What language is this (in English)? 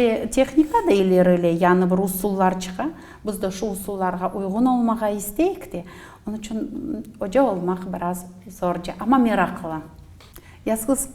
Crimean Tatar